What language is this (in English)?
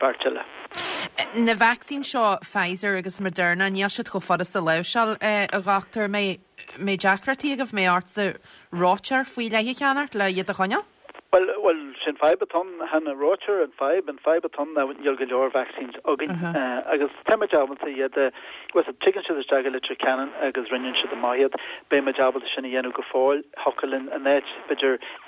Irish